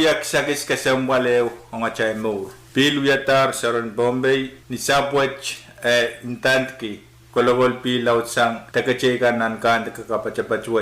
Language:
Pohnpeian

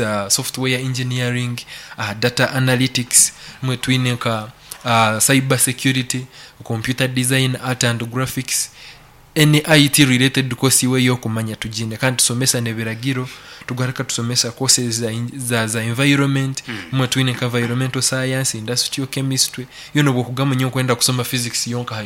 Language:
Nyankole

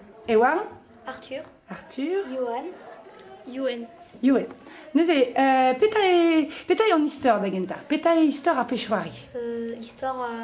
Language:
Breton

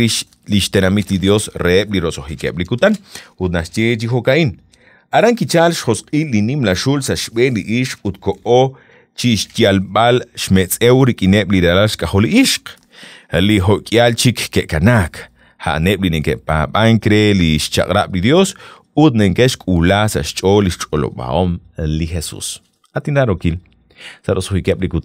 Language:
Kekchí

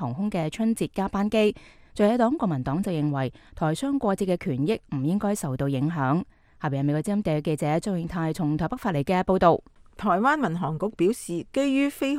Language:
Cantonese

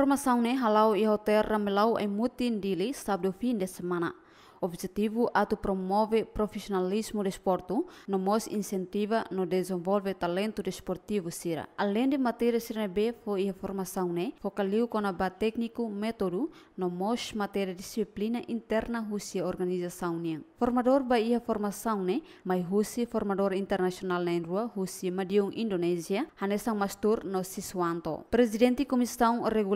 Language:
Tetum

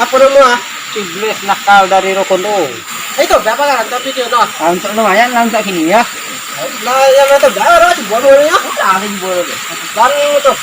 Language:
Minangkabau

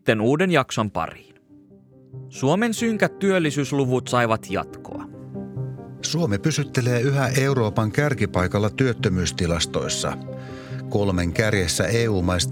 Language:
Finnish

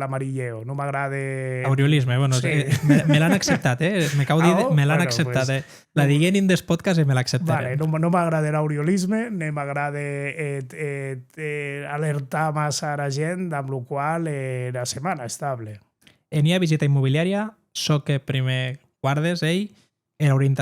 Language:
Occitan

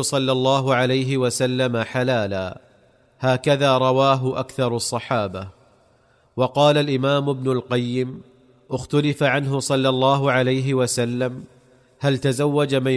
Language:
Arabic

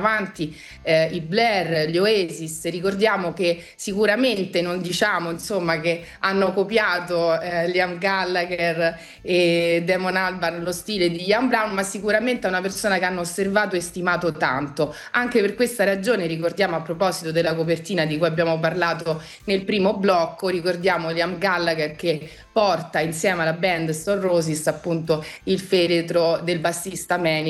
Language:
Italian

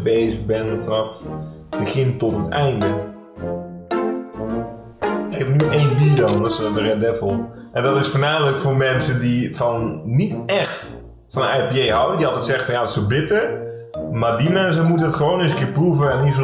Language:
Dutch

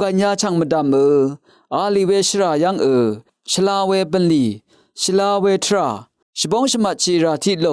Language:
Rawang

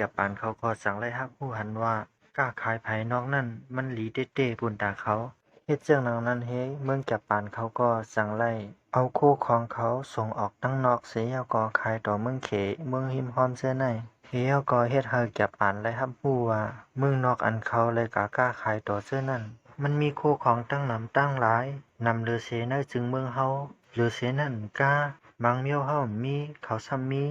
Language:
Shan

